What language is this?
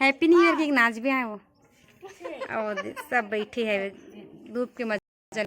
Chhattisgarhi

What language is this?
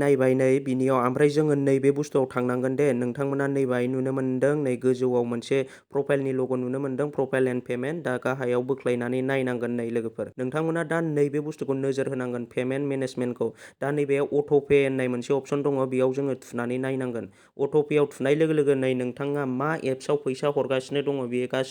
Bodo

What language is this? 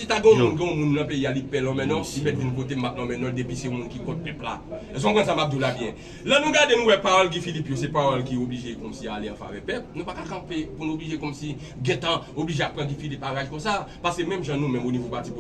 Haitian Creole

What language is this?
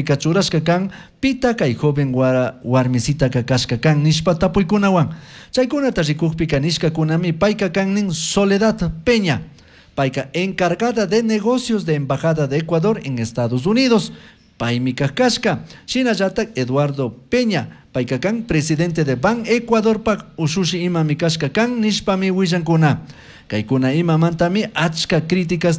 Chimborazo Highland Quichua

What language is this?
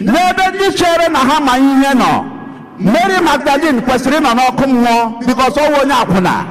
Igbo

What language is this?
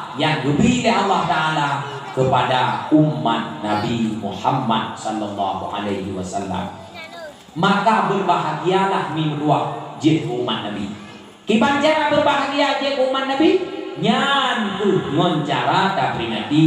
Achinese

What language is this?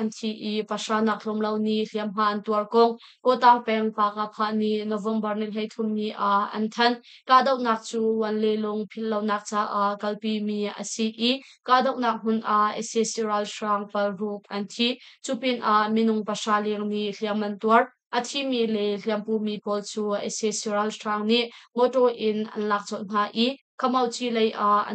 Hakha Chin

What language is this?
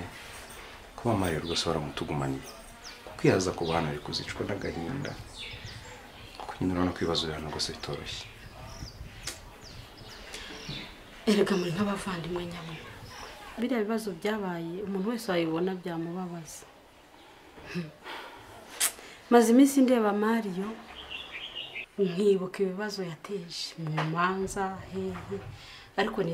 Kinyarwanda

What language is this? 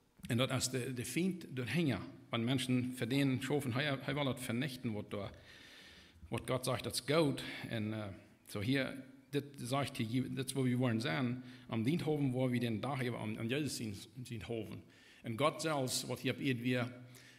Plautdietsch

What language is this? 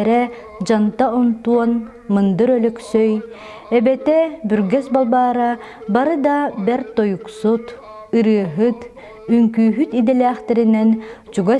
Yakut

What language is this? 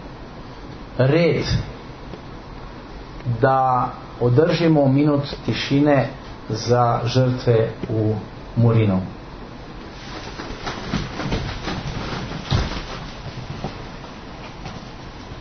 Croatian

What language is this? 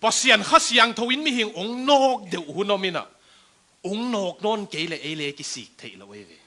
Tedim Chin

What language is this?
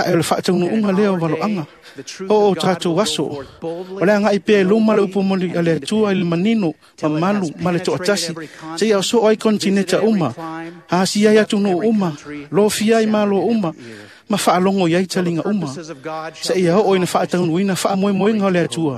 Samoan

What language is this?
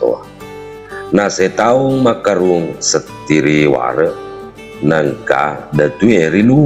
Buginese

